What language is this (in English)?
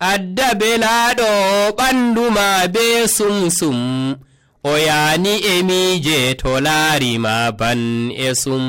Nigerian Fulfulde